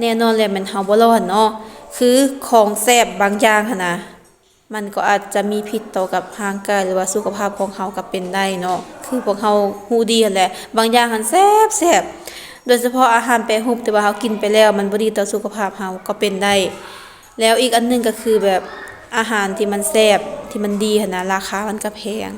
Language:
Lao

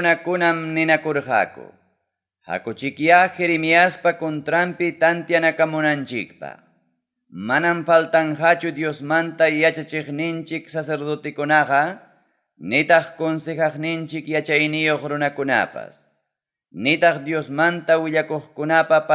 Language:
Ayacucho Quechua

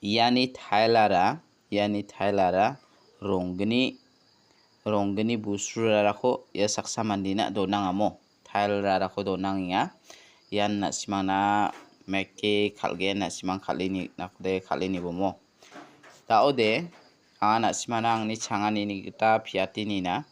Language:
Garo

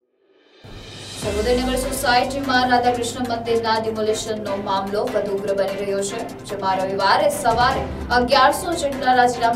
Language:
Gujarati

